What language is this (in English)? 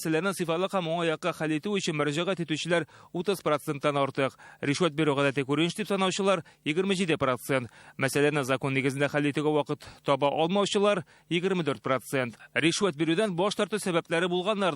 Tatar